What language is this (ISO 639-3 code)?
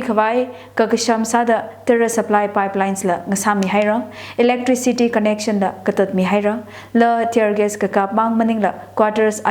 nmf